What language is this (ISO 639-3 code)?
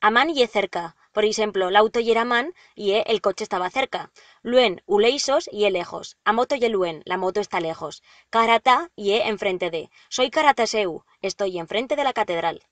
arg